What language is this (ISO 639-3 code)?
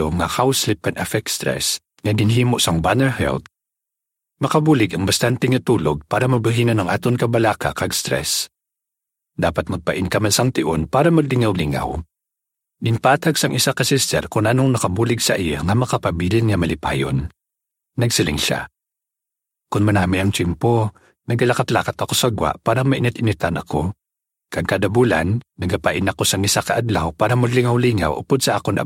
hil